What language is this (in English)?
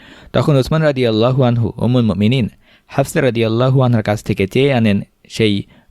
Bangla